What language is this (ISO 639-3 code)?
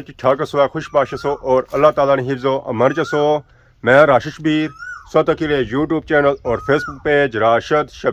phr